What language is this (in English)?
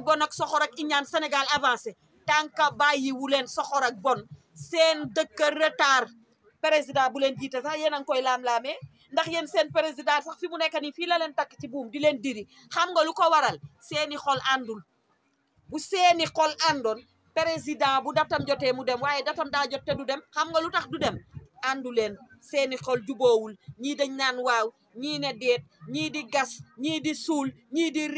Wolof